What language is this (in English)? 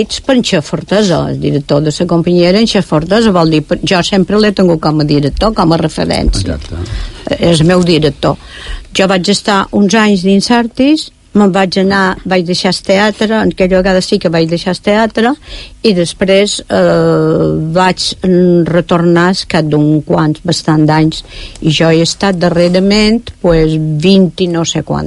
Catalan